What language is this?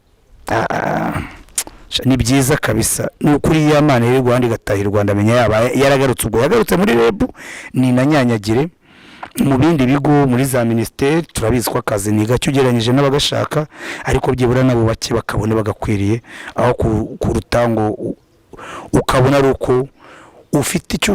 Kinyarwanda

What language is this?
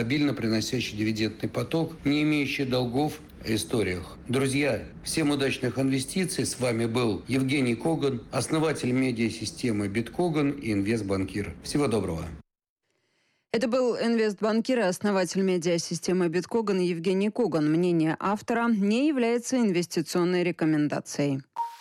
Russian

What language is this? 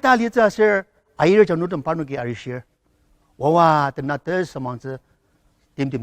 Ao Naga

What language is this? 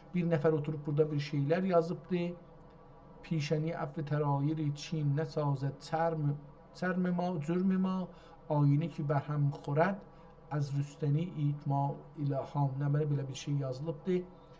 South Azerbaijani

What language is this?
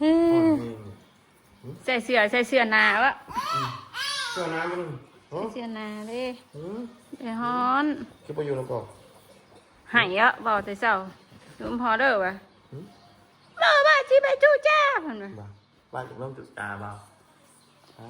Northeastern Thai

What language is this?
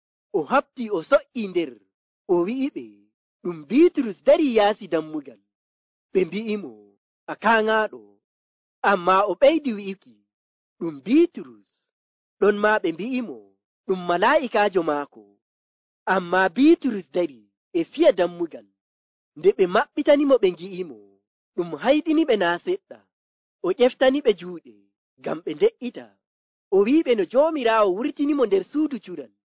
Nigerian Fulfulde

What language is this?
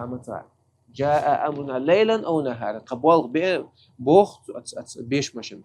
Chechen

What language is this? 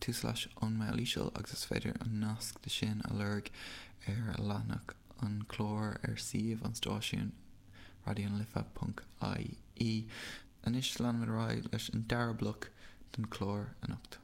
Irish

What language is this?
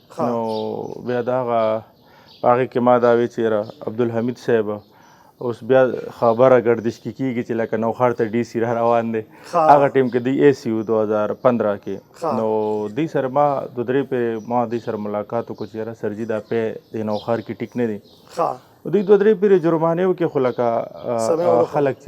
Pashto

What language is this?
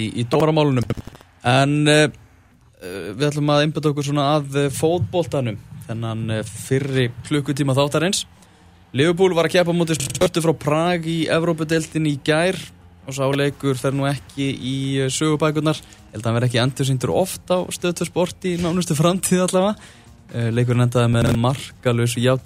Icelandic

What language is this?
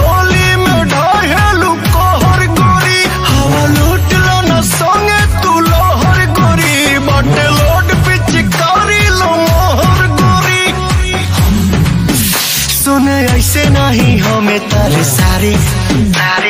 Bhojpuri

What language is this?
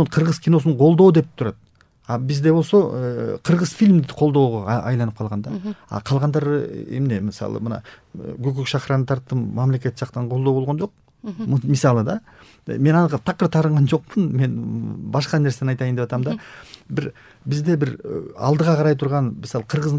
Kyrgyz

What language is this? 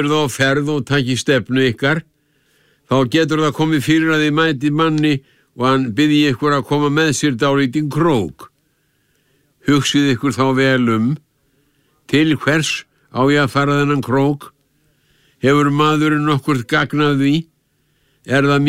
Icelandic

